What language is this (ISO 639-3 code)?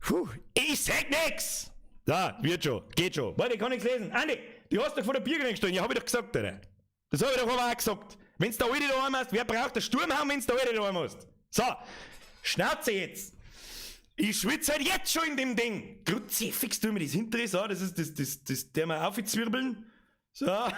bar